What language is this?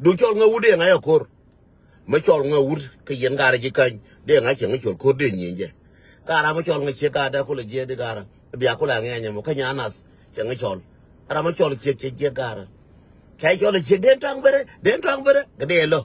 Nuer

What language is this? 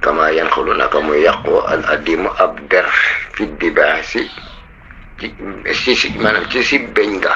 Wolof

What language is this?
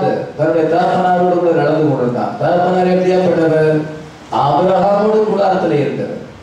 Tamil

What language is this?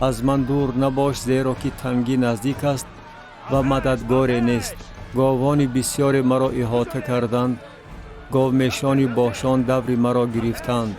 Tajik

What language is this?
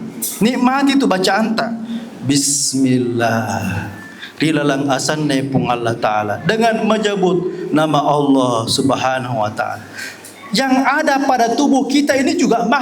Buginese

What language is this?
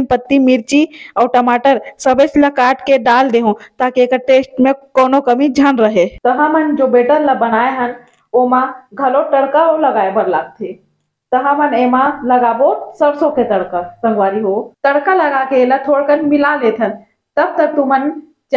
Chhattisgarhi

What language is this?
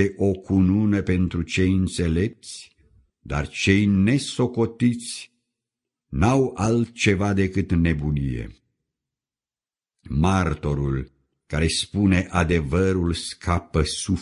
Romanian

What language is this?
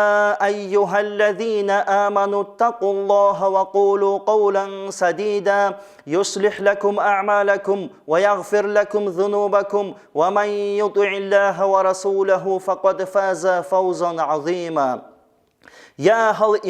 Avaric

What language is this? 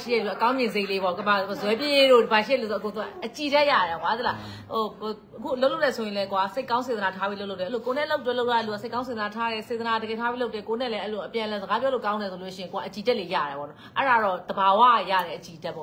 Burmese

